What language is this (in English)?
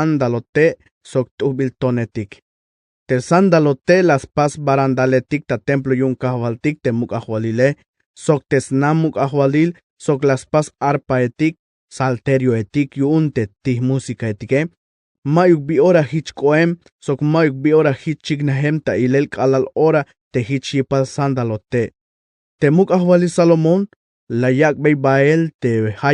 Tzeltal